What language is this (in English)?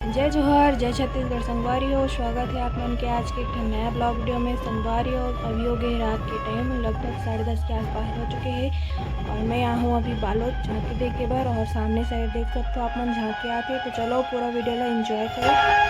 Chhattisgarhi